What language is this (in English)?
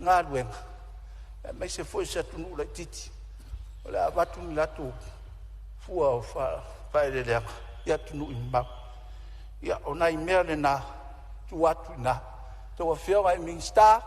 Samoan